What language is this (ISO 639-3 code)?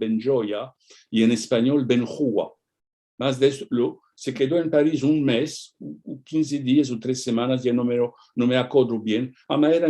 lad